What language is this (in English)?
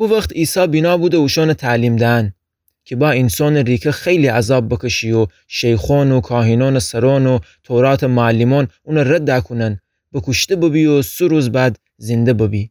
Gilaki